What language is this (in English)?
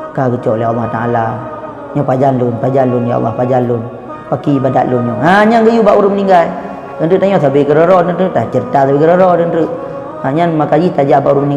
Achinese